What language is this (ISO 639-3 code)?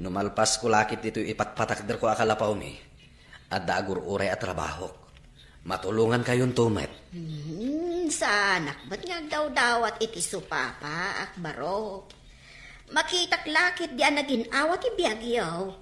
ilo